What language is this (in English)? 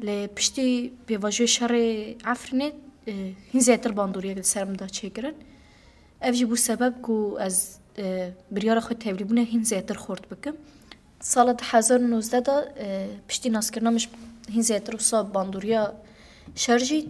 Kurdish